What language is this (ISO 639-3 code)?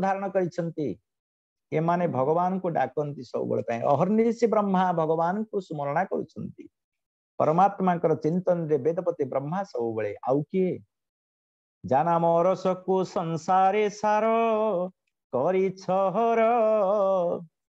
ori